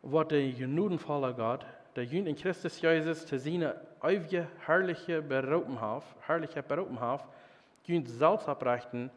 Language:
Plautdietsch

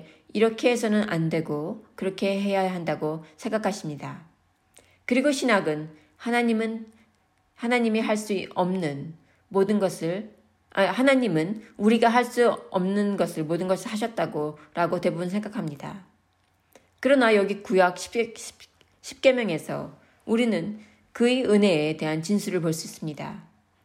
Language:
Korean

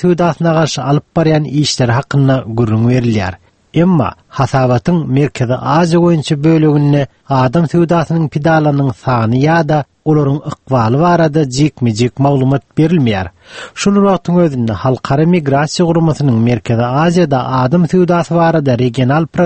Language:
Turkmen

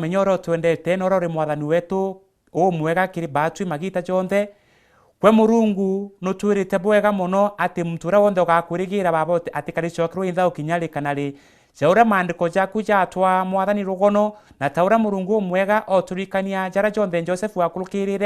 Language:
Meru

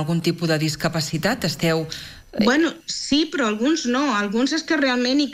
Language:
Catalan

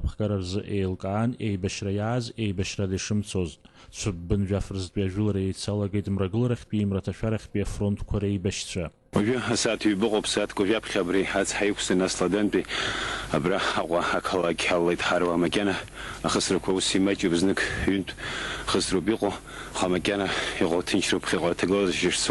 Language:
Abkhazian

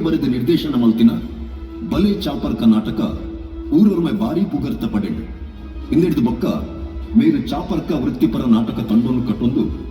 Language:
Tulu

